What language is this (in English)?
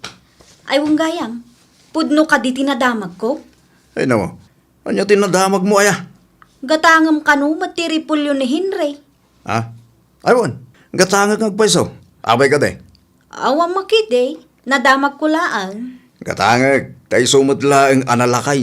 Iloko